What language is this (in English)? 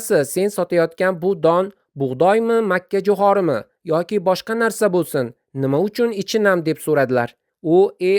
Uzbek